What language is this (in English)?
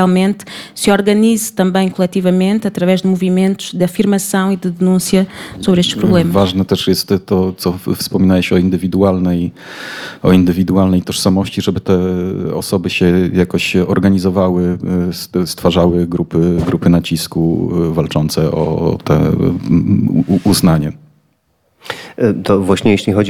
Polish